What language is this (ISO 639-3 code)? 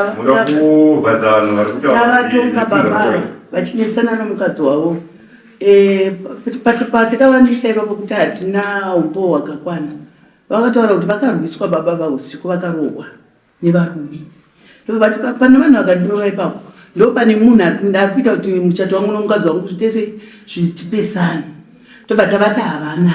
sna